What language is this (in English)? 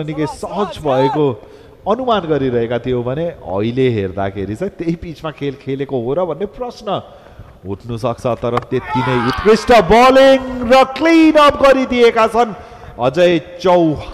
Nepali